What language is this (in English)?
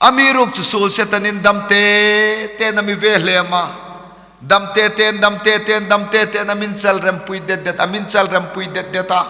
Hmar